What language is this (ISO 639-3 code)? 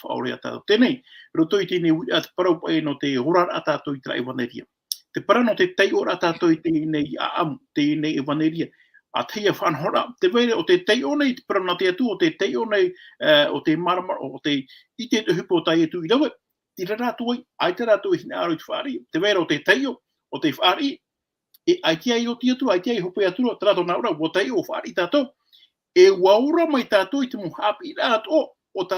tah